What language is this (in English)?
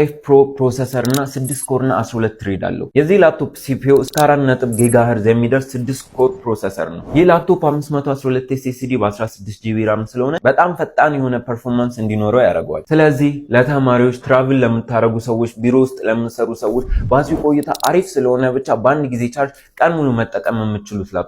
Amharic